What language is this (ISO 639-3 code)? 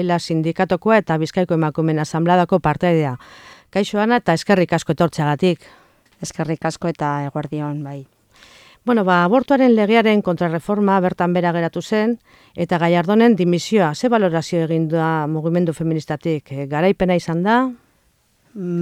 eus